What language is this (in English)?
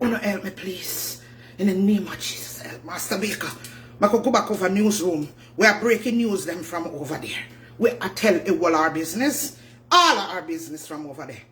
Jamaican Creole English